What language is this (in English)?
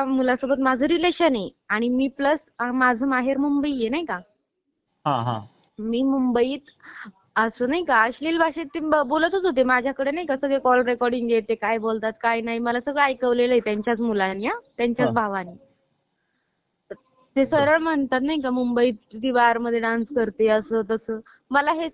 Marathi